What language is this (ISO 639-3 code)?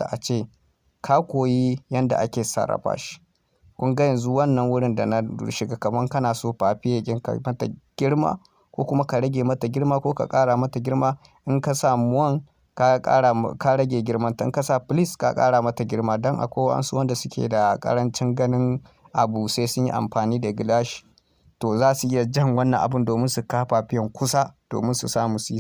hau